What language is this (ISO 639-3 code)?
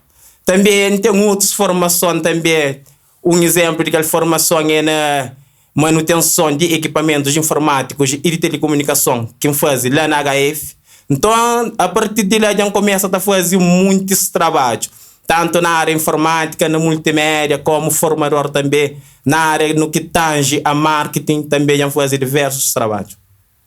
kea